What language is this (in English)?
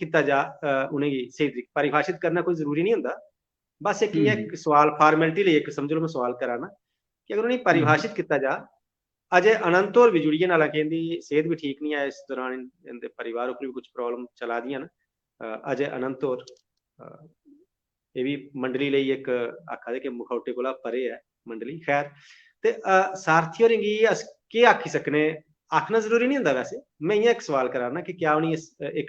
Dogri